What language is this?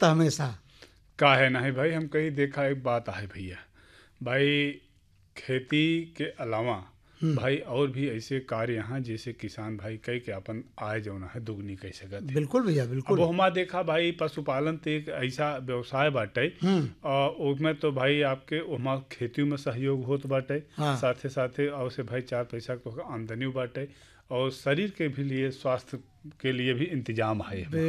Bhojpuri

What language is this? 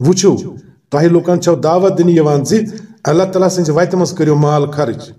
Kashmiri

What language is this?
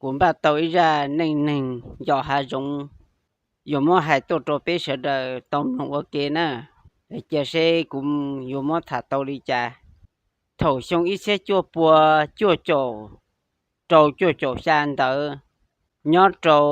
Hmong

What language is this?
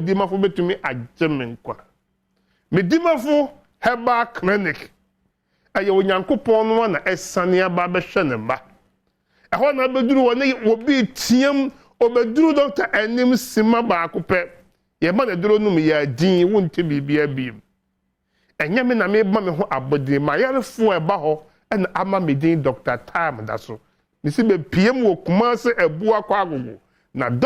Akan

